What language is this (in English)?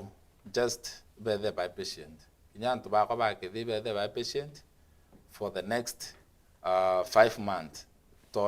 Meru